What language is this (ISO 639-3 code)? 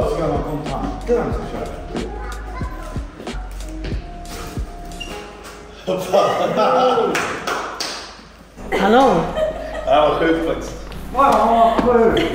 swe